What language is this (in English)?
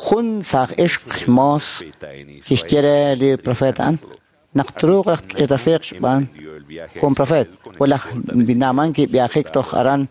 Kekchí